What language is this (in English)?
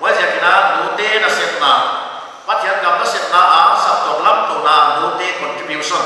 Paite Chin